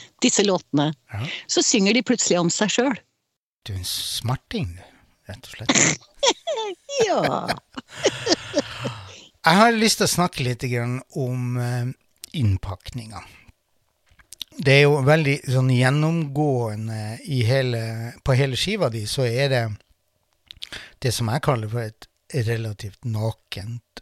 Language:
Norwegian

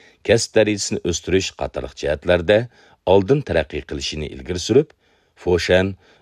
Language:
Uyghur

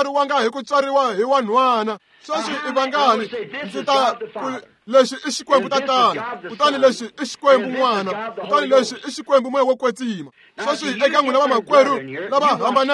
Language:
Tsonga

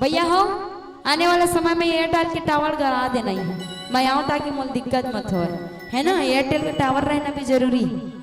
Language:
Chhattisgarhi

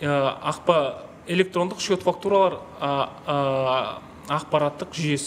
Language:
Kazakh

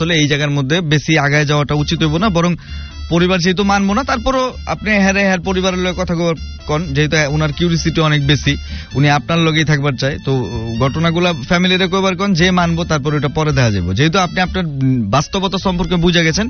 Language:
Bangla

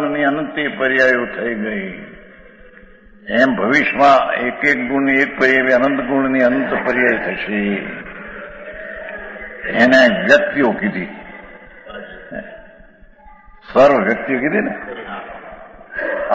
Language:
Gujarati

